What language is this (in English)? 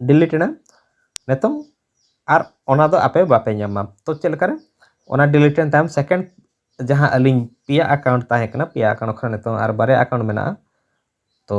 Santali